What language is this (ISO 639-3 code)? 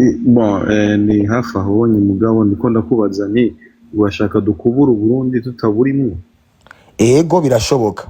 run